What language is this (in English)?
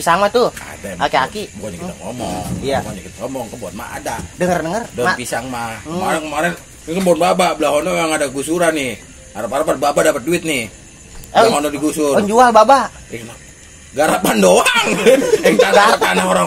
Betawi